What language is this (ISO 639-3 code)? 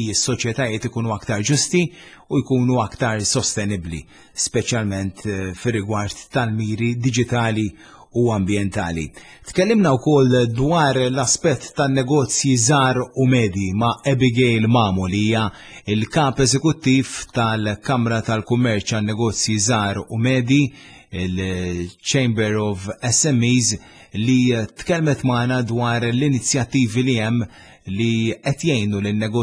mlt